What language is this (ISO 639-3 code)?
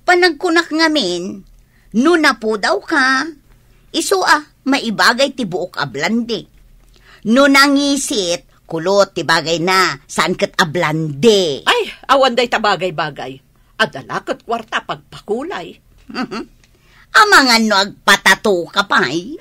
ilo